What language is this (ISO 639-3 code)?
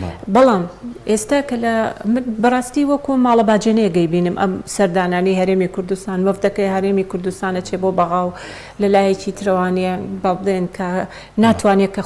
ckb